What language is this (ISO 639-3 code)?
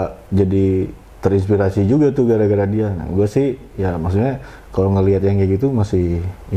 ind